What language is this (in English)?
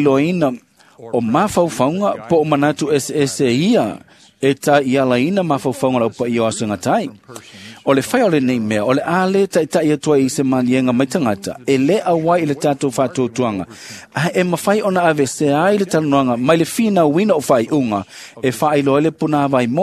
Samoan